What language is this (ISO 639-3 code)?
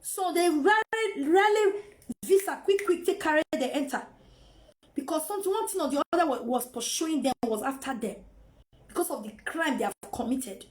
pcm